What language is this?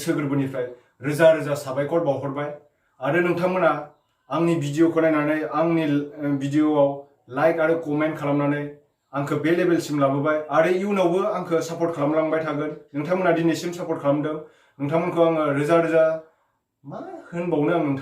Bodo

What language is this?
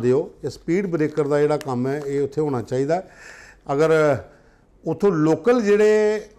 Dogri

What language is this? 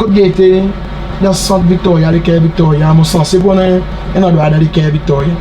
Seselwa Creole French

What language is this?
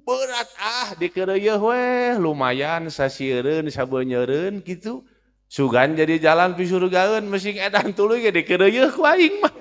Sundanese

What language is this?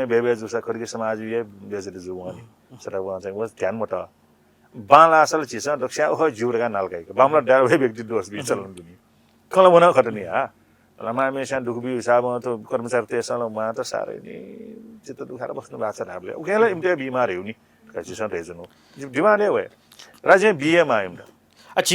Newari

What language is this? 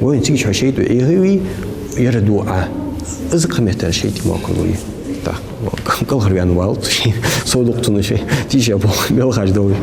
Ingush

